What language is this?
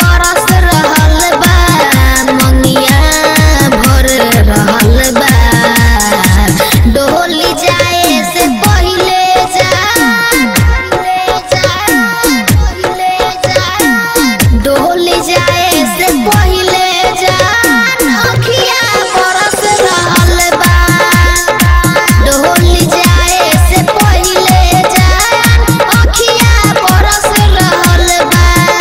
Bhojpuri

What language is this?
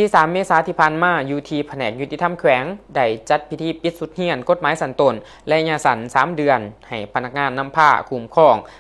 Lao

